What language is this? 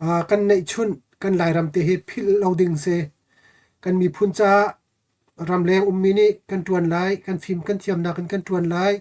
Hakha Chin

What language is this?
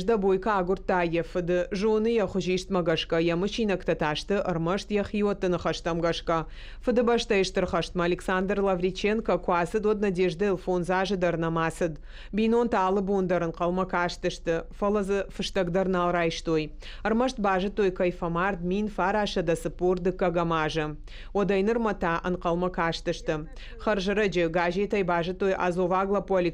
Ossetic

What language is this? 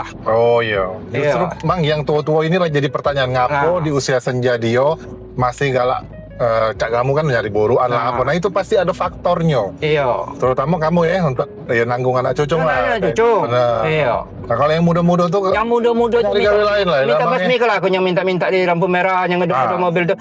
Musi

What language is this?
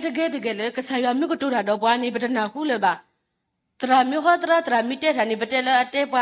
S'gaw Karen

